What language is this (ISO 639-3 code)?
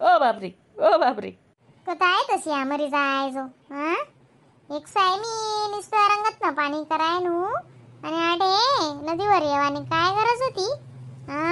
khn